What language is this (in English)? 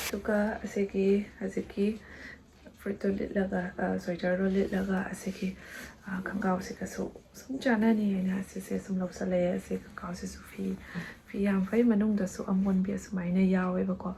Manipuri